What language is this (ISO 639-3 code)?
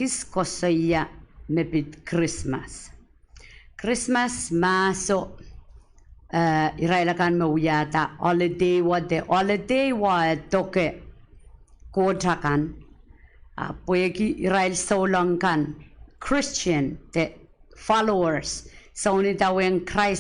pon